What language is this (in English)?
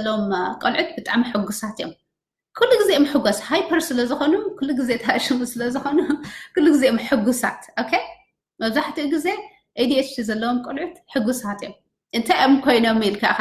Tigrinya